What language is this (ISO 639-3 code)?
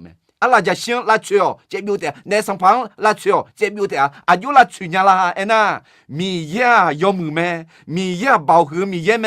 ahk